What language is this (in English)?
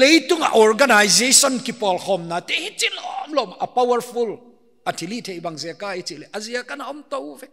Paite Chin